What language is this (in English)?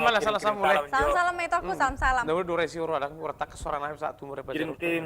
Batak Toba